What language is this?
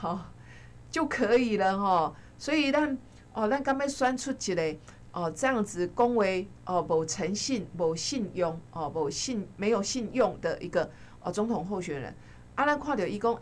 Min Nan Chinese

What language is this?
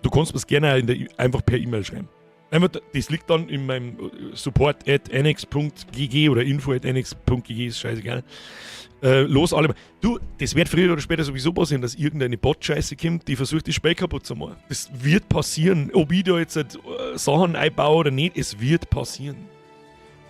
Bavarian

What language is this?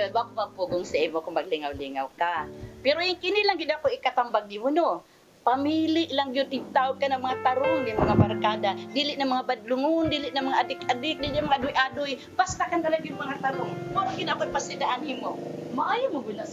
Cebuano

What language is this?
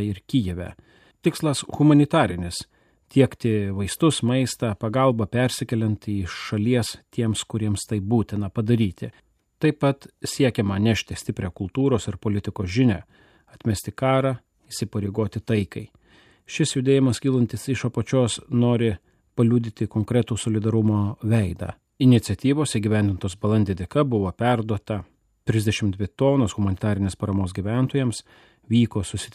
Lithuanian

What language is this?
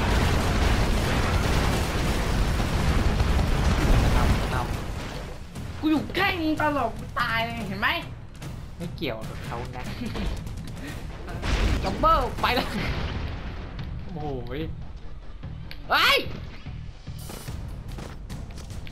Thai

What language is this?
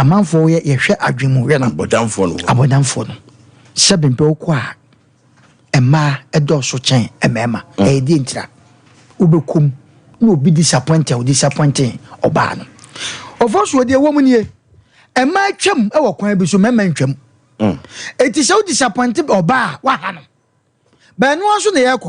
Akan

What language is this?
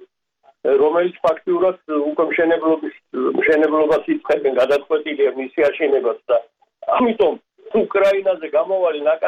Georgian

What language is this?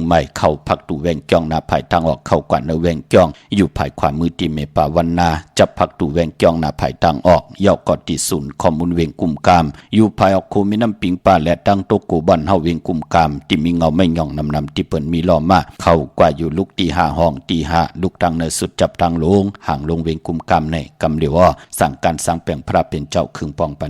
Shan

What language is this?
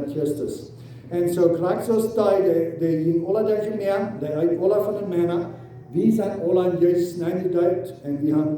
Plautdietsch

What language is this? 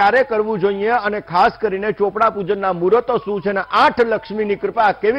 Gujarati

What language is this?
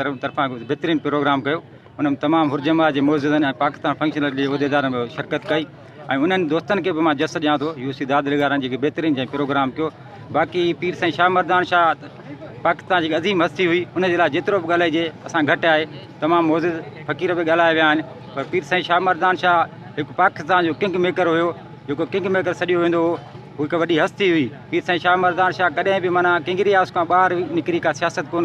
Sindhi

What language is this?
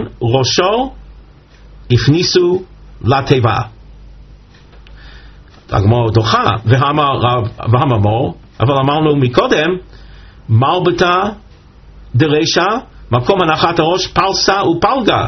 Hebrew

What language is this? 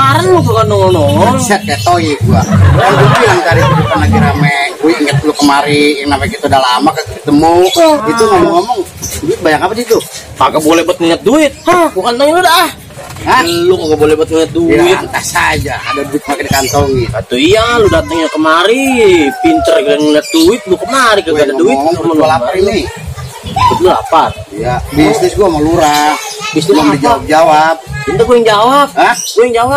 Betawi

